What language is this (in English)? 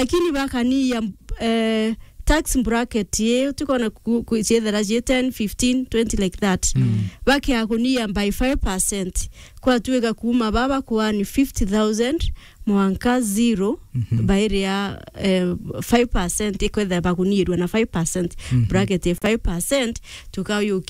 Meru